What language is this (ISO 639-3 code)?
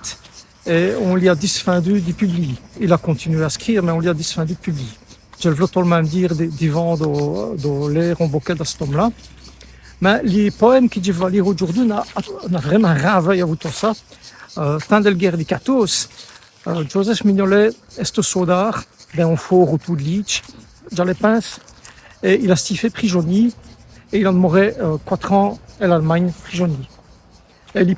wln